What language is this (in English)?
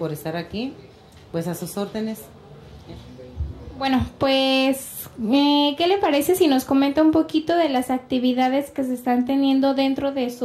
Spanish